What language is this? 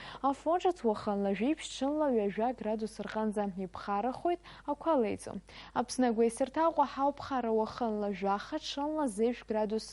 Abkhazian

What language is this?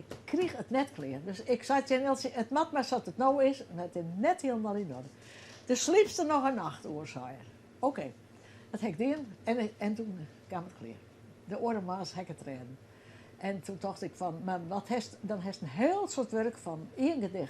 Western Frisian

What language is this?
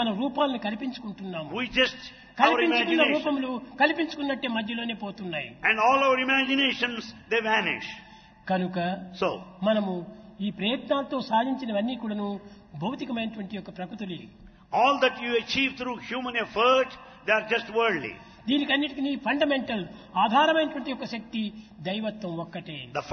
Telugu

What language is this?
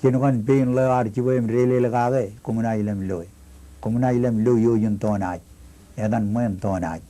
Marshallese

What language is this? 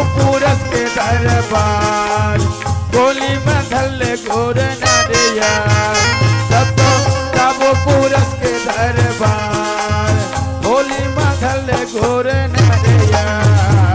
Chhattisgarhi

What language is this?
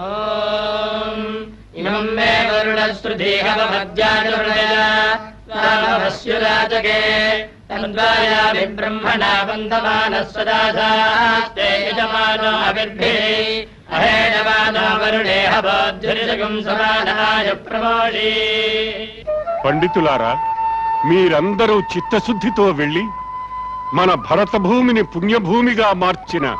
Telugu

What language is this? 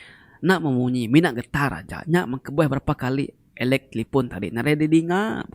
Iban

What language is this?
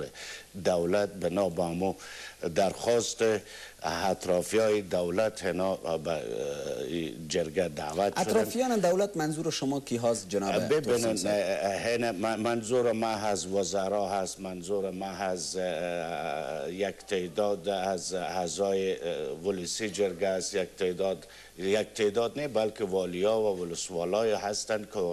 Persian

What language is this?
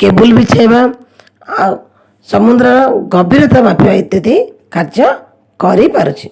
Odia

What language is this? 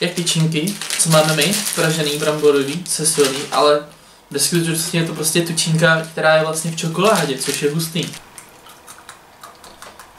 Czech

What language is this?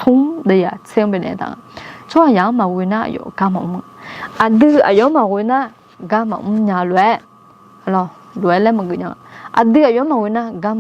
Akha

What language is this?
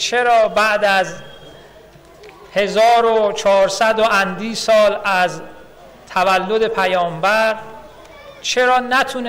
Persian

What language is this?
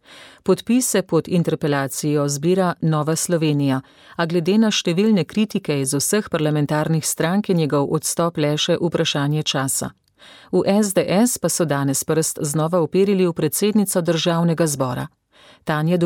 Slovenian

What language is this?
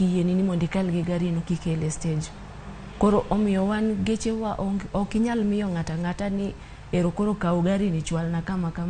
Luo (Kenya and Tanzania)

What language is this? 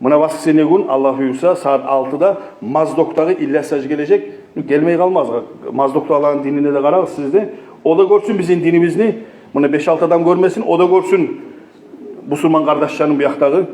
Kumyk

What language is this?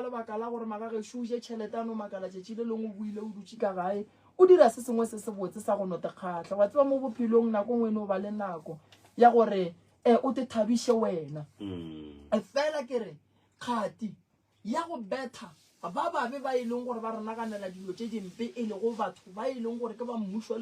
Northern Sotho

